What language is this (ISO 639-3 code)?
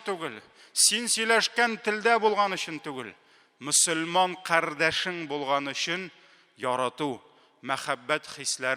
tat